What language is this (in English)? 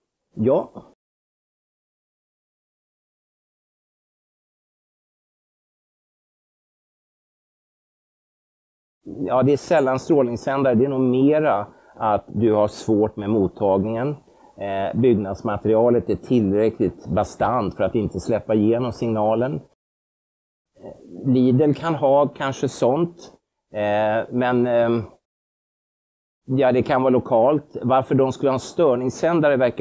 Swedish